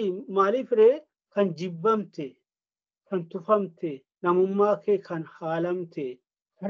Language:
Oromo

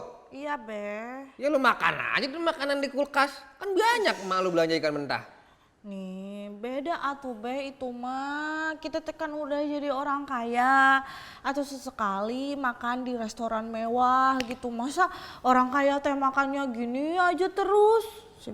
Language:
Betawi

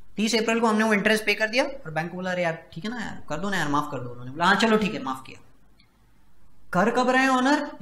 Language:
Hindi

